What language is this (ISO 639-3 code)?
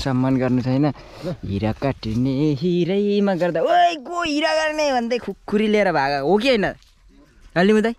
nep